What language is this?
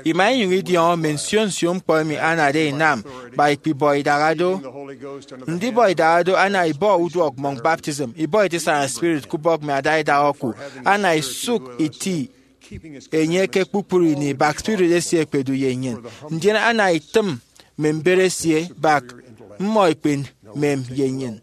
Efik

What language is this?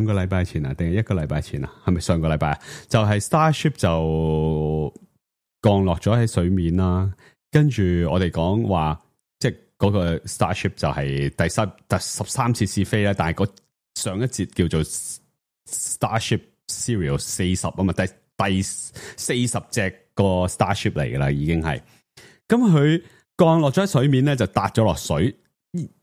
Cantonese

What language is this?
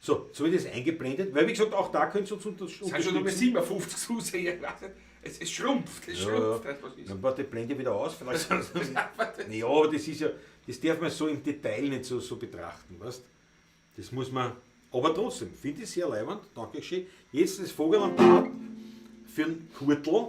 Bavarian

